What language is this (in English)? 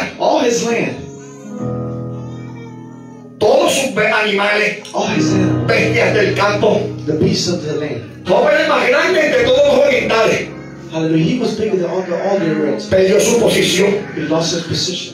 Spanish